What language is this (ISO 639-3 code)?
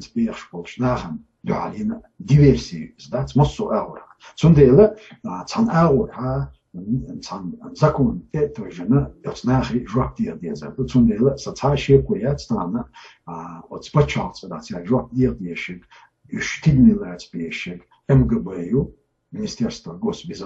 che